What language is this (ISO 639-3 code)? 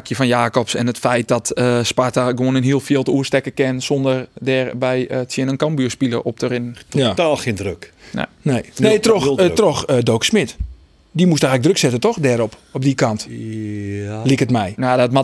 fry